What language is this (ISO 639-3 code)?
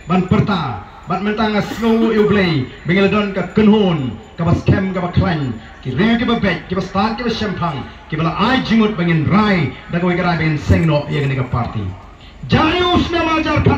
kha